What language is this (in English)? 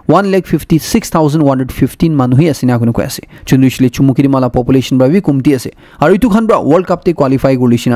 Naga Pidgin